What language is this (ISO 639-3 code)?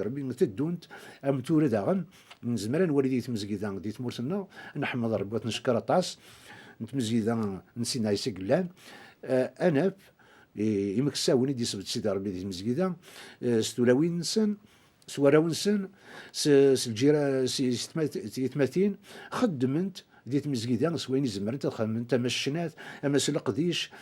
kab